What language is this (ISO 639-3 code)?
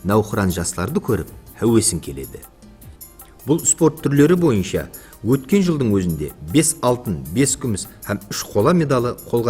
kaa